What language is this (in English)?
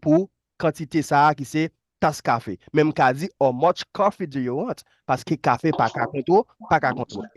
Haitian Creole